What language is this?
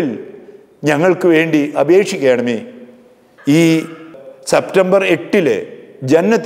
Malayalam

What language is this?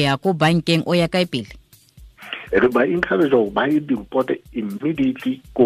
Southern Sotho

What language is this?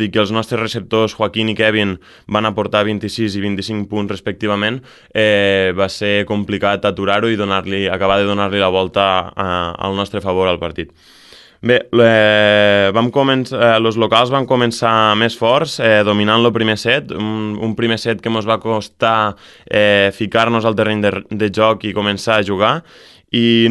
Catalan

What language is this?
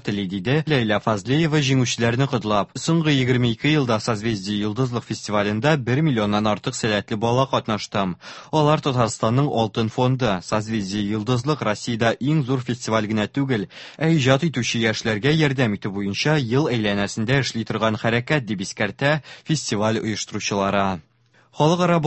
Tatar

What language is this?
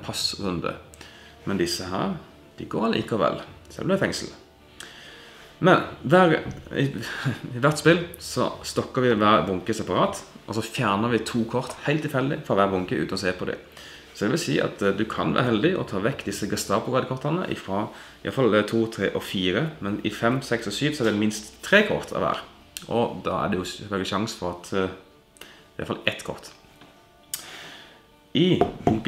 Norwegian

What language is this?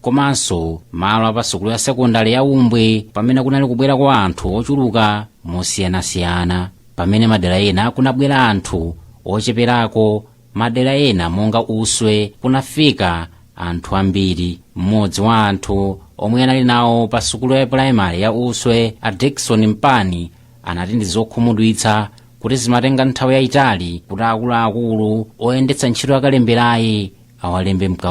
Nyanja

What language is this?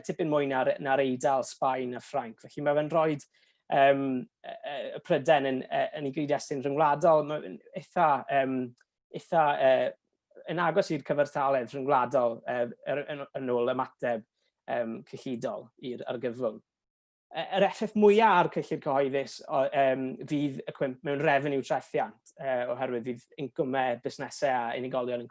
Welsh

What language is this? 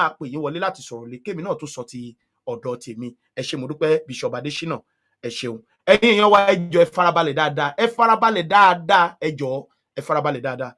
Yoruba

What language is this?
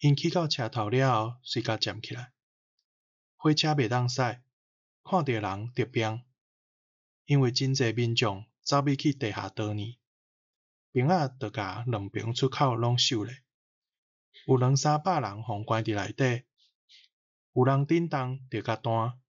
Min Nan Chinese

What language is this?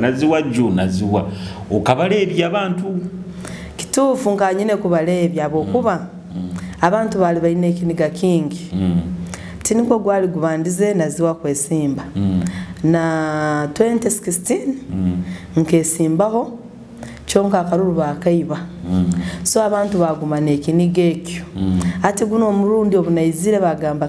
Nyoro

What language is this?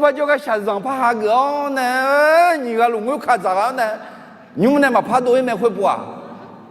Akha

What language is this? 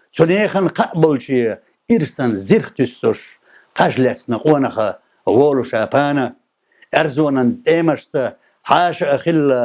Chechen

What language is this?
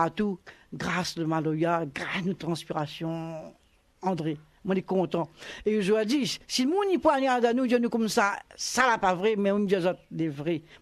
Réunion Creole French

